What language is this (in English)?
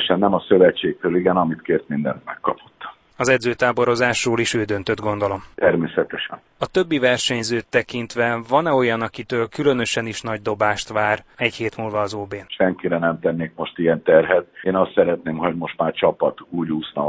Hungarian